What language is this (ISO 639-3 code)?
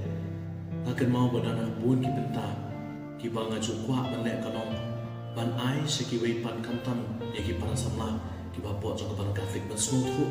kha